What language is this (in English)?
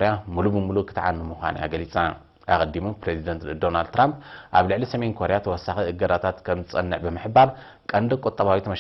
Tigrinya